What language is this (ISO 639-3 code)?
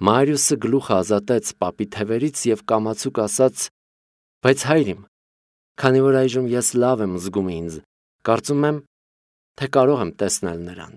hye